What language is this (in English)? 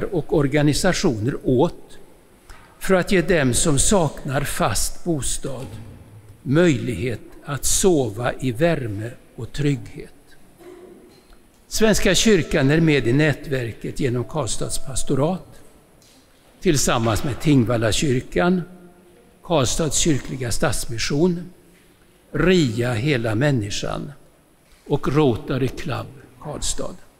Swedish